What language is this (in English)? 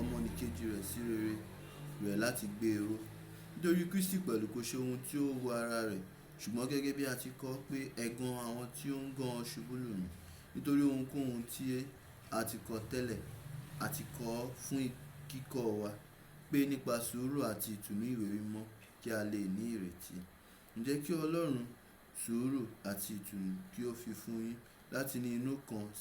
Yoruba